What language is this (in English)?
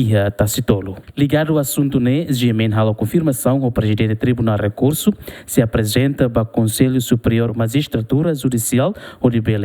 Tetum